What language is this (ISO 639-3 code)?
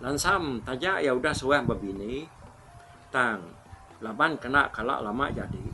iba